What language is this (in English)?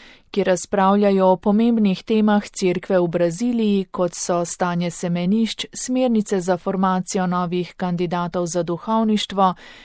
Slovenian